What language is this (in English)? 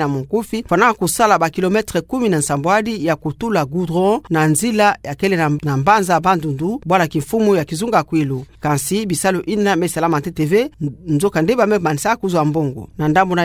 Kituba (Democratic Republic of Congo)